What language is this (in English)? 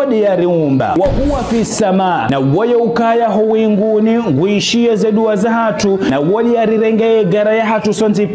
Ngazidja Comorian